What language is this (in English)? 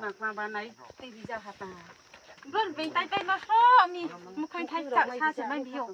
Riang (India)